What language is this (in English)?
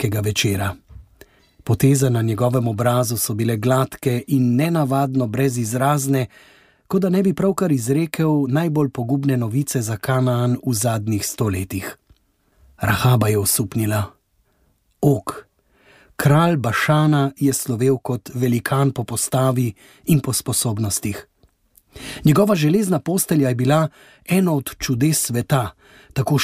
Slovenian